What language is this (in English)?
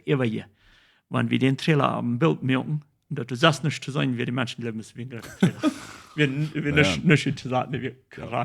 Plautdietsch